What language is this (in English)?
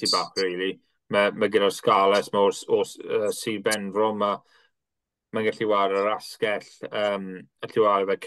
Welsh